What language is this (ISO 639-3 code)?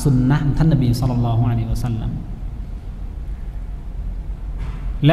tha